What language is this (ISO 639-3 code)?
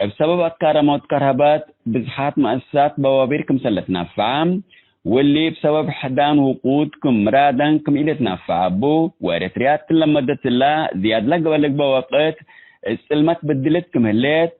tig